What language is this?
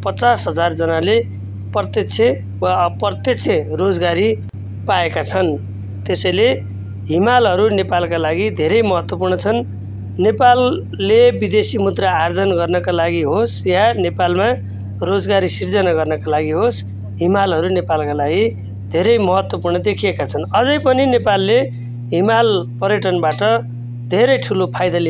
Nepali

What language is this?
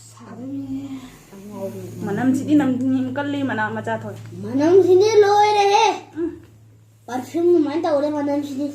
Manipuri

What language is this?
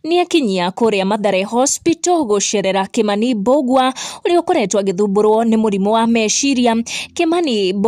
Kikuyu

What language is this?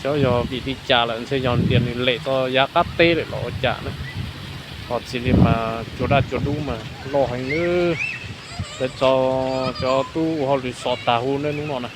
Hmong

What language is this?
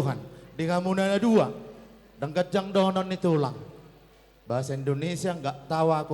Batak Toba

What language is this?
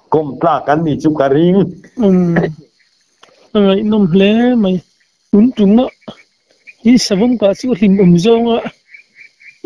Mizo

